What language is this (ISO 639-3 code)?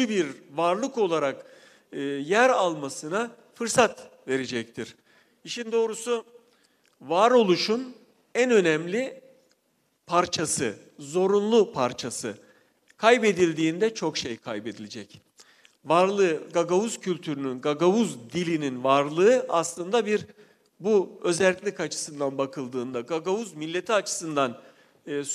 gag